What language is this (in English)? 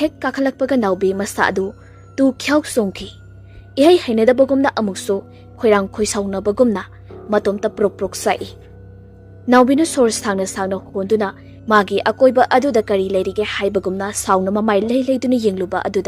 Manipuri